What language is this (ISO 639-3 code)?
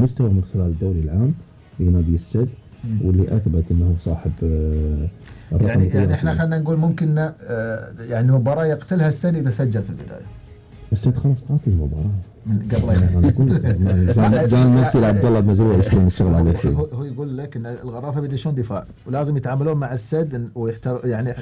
afb